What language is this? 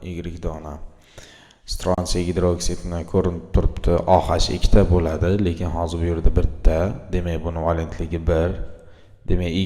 Uzbek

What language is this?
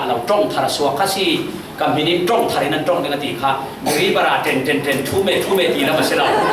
Falam Chin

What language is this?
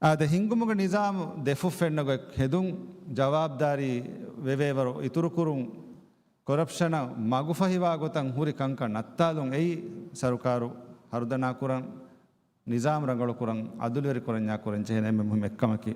Divehi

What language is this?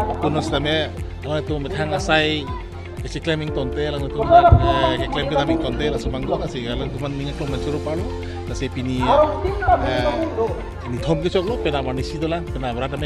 Karbi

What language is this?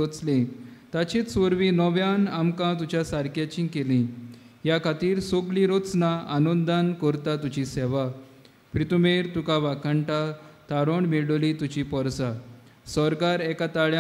Konkani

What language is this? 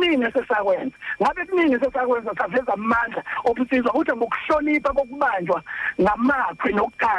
Zulu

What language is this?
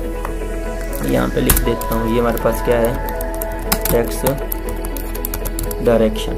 Hindi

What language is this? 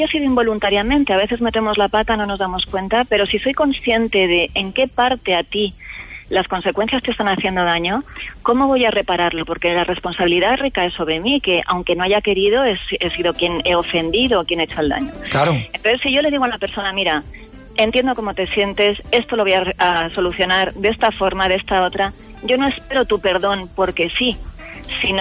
Spanish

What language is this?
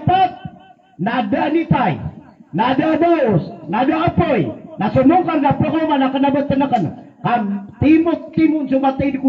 Maranao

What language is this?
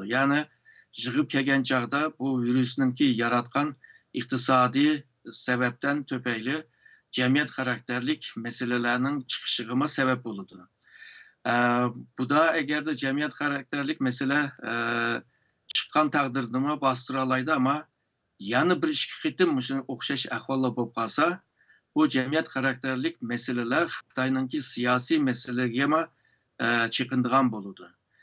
Uyghur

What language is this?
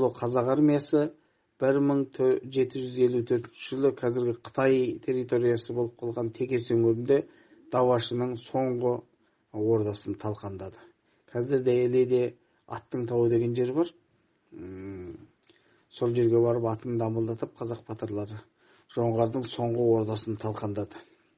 Kazakh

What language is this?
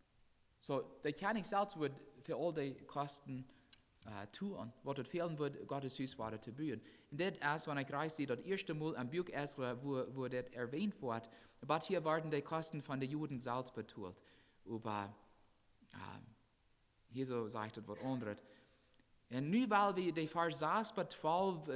Plautdietsch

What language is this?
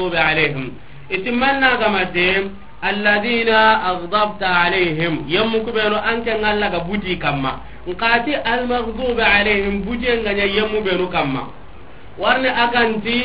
Soninke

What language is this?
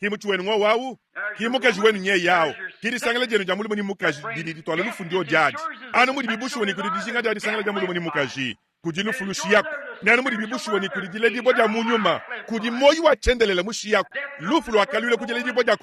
Luba-Lulua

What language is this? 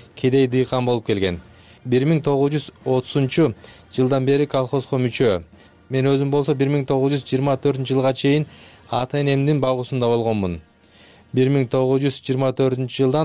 Kyrgyz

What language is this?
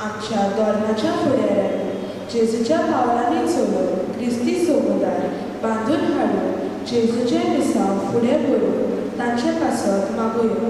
Konkani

